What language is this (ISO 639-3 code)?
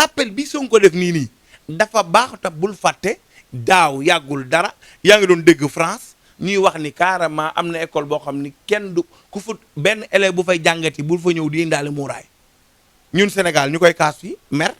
wol